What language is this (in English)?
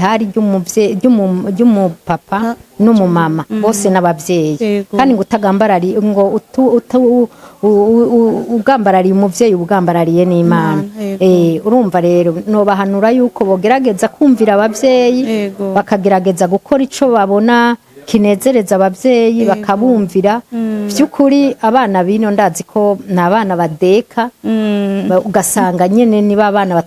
Rundi